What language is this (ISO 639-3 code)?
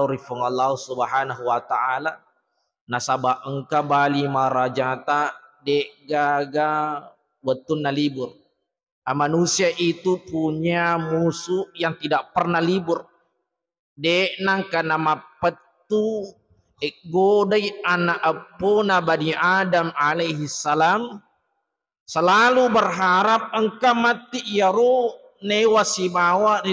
bug